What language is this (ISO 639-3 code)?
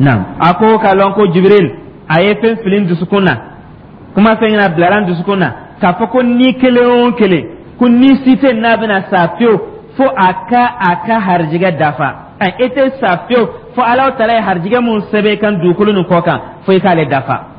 dyu